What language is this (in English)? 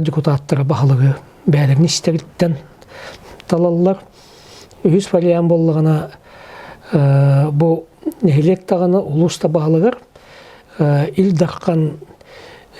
Yakut